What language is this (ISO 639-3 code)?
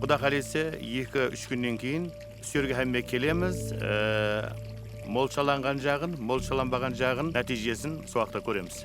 kaa